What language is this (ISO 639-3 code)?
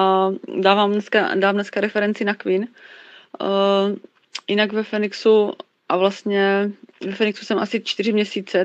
ces